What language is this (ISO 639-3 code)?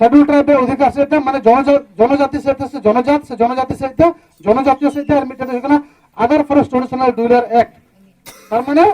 sat